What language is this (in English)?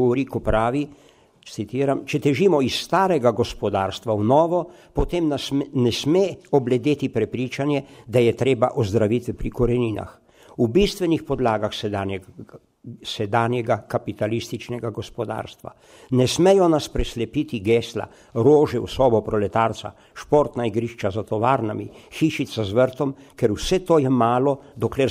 Slovenian